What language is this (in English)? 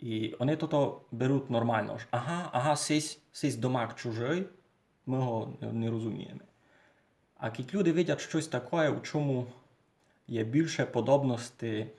Rusyn